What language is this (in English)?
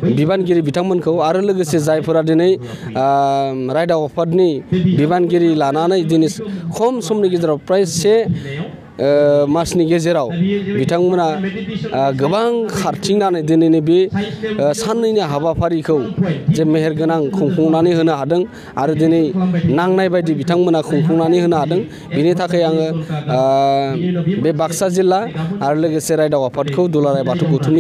Bodo